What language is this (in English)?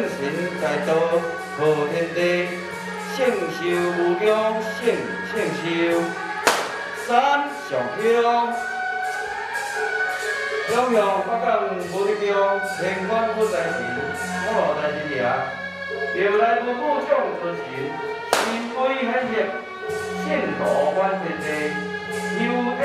Chinese